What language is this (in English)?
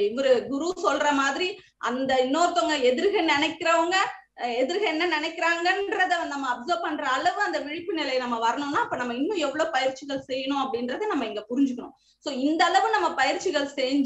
Tamil